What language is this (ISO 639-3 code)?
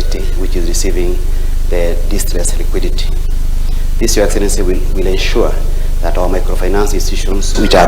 luo